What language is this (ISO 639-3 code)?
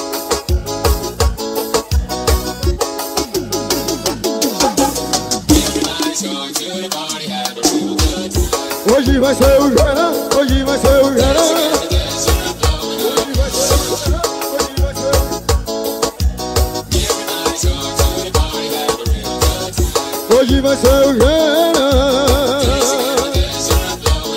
por